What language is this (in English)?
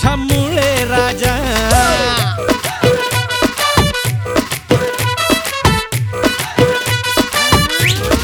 Marathi